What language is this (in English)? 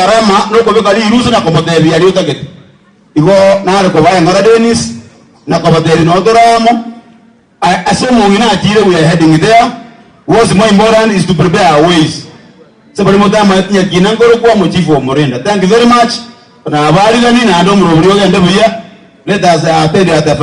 Gusii